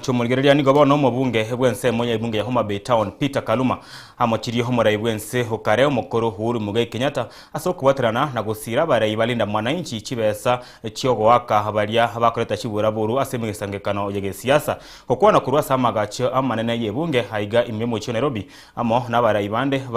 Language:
Gusii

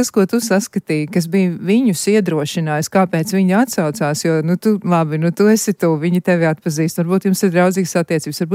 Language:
Latvian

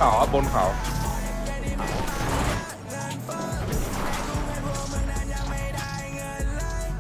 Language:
Thai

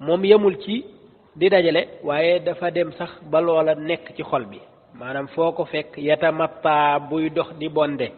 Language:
Wolof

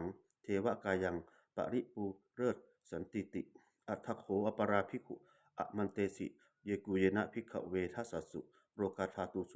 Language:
Pali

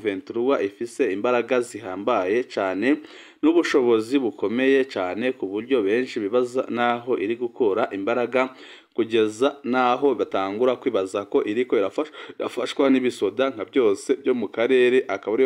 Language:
Rundi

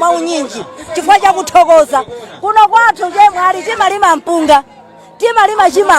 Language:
Nyanja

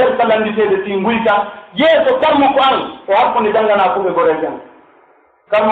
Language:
Pular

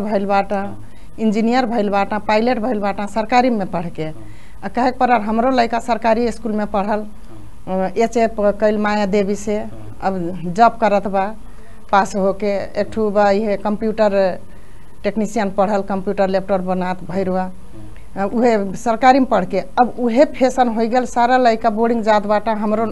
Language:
Bhojpuri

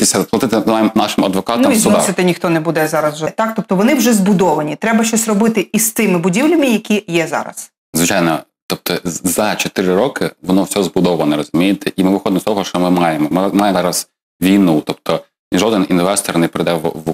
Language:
Ukrainian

